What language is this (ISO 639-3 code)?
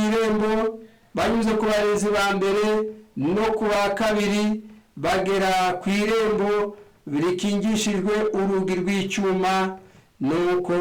kin